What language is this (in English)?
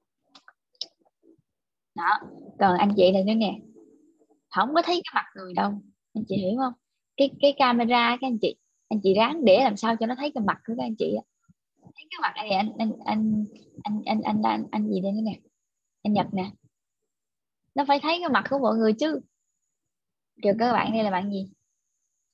Vietnamese